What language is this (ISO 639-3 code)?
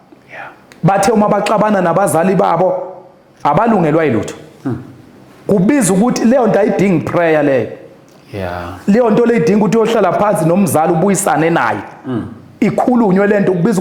zul